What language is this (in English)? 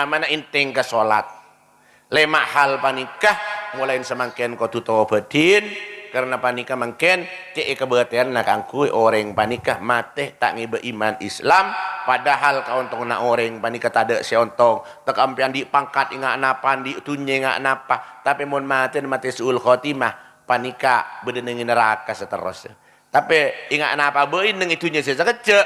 Madurese